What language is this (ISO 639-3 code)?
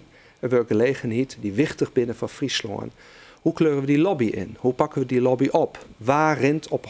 fry